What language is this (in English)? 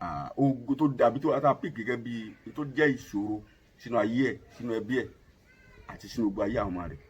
Yoruba